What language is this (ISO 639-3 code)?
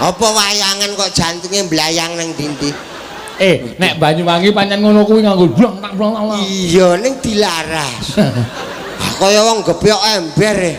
jav